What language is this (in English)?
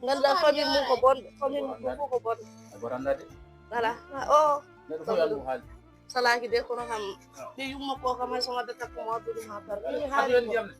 Fula